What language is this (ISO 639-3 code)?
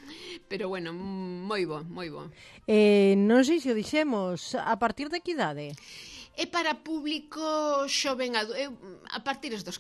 glg